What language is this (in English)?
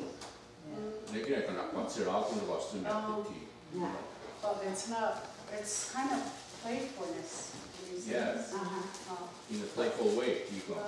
Mohawk